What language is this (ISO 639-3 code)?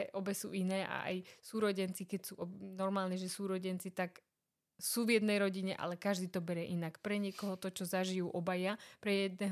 slk